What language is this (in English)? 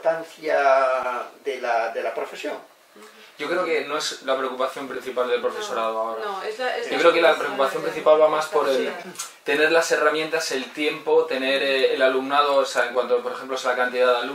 Spanish